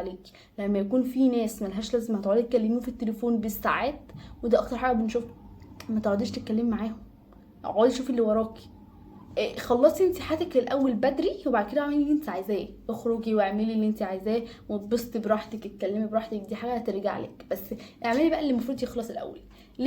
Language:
Egyptian Arabic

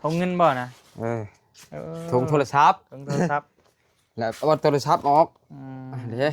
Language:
Northeastern Thai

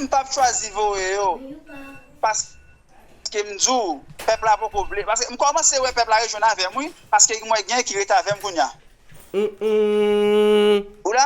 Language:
Haitian Creole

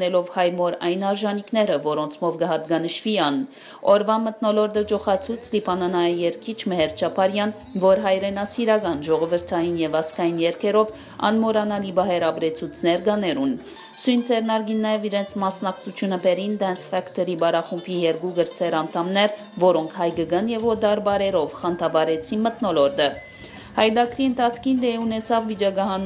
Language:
Western Armenian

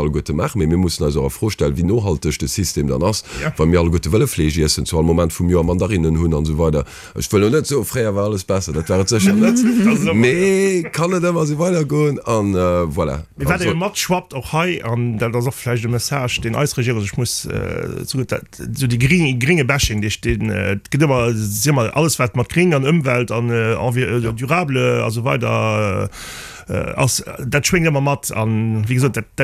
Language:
Luxembourgish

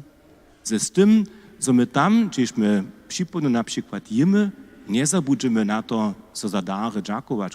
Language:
Upper Sorbian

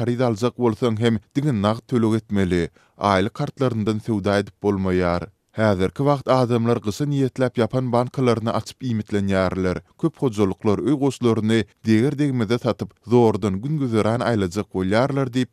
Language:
Turkmen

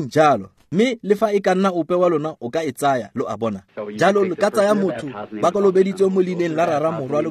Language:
Tswana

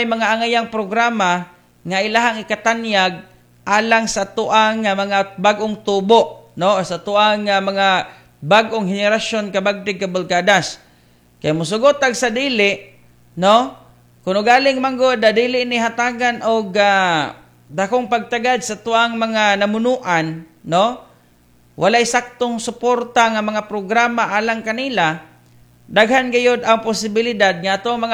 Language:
Cebuano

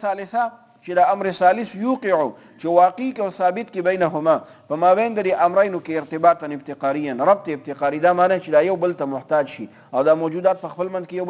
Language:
Pashto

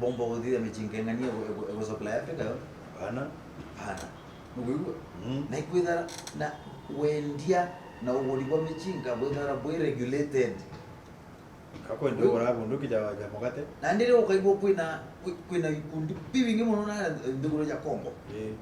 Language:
Meru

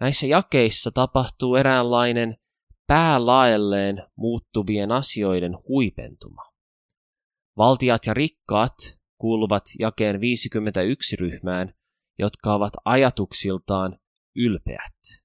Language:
Finnish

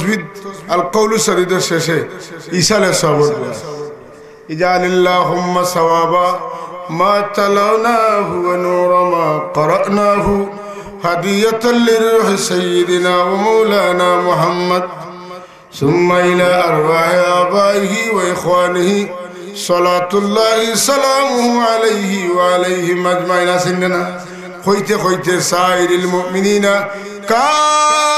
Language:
Sylheti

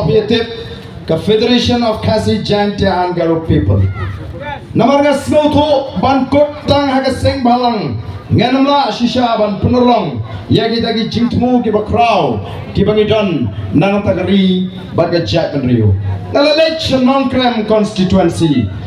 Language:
Khasi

